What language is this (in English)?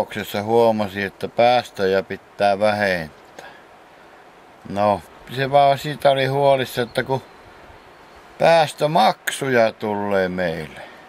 Finnish